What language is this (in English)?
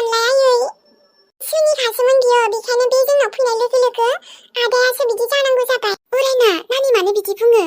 Bodo